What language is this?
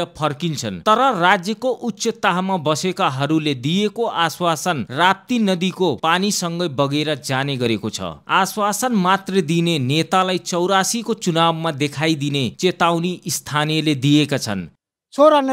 Nepali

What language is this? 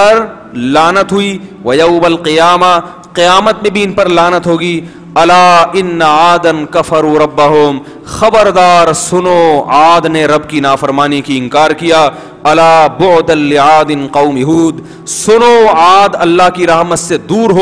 Urdu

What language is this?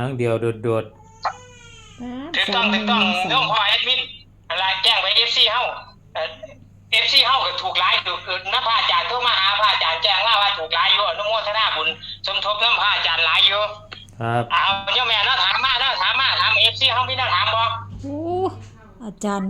Northeastern Thai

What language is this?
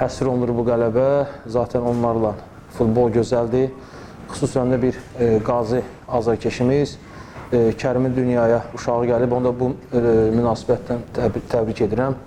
Azerbaijani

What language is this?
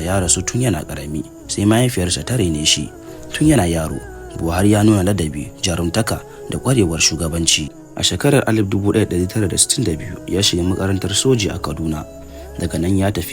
Hausa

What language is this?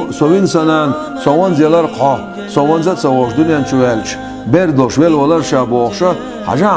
Chechen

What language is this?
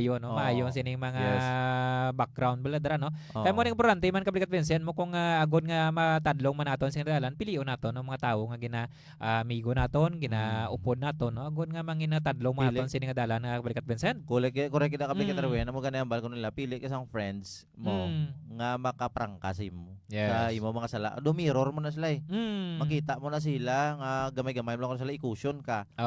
Hiligaynon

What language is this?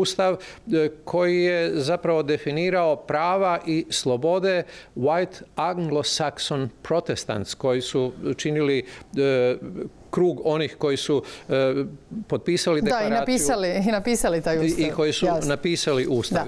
Croatian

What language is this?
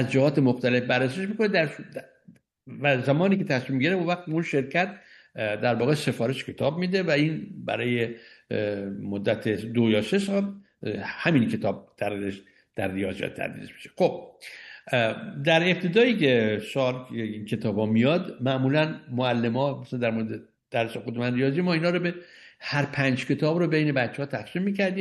Persian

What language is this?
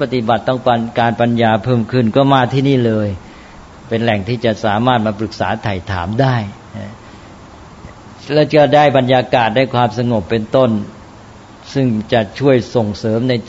Thai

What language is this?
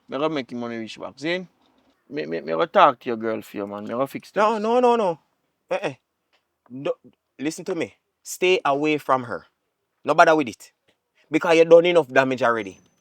Jamaican Creole English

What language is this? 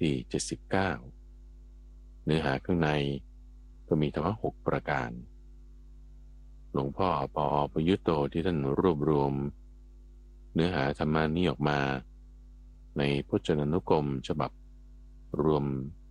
Thai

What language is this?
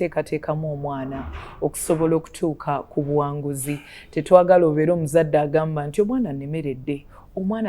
Ganda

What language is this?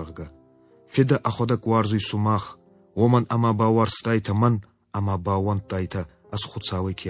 Ossetic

